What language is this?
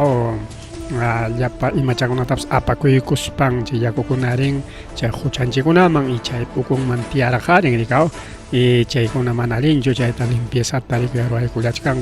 Ayacucho Quechua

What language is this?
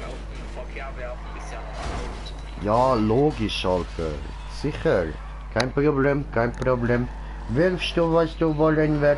Swiss German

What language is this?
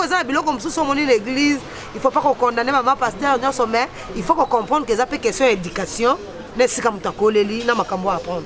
Lingala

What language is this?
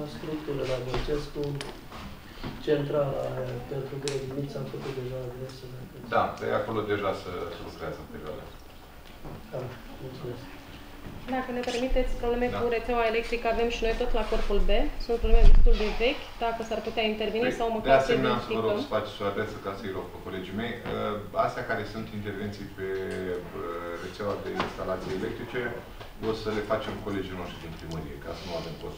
Romanian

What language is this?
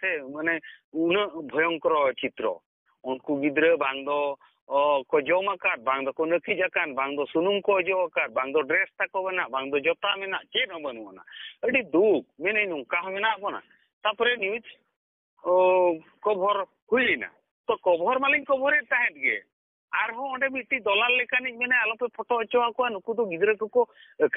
Santali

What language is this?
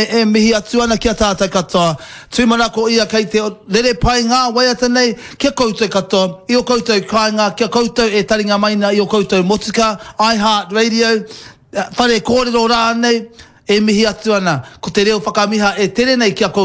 Māori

